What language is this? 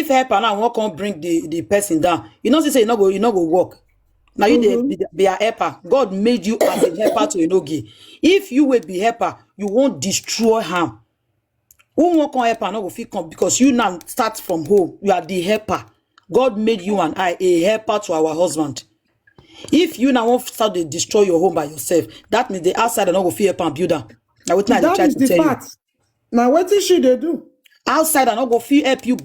Nigerian Pidgin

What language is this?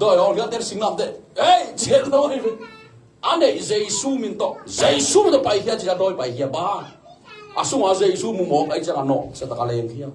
Tedim Chin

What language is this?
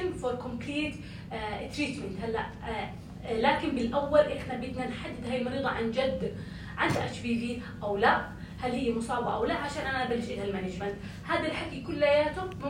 North Levantine Arabic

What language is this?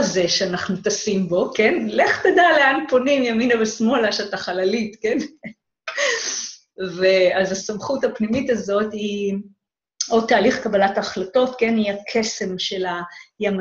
Hebrew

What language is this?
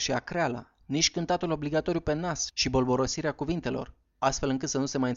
Romanian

